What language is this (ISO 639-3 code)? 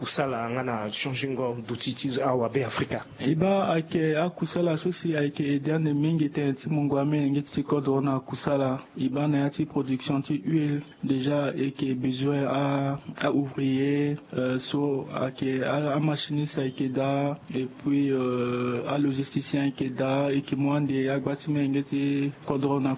sag